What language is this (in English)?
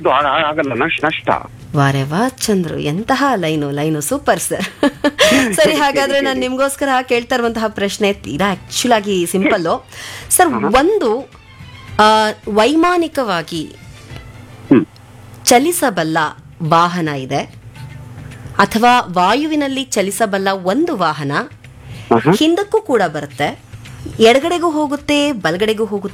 Kannada